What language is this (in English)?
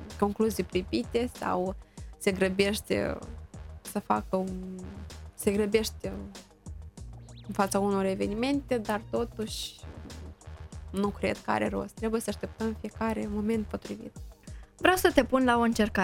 Romanian